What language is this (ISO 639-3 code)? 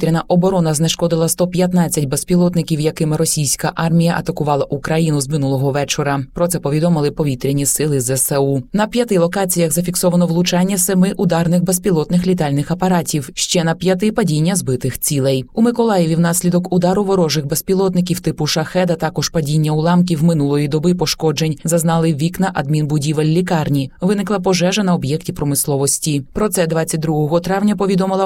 ukr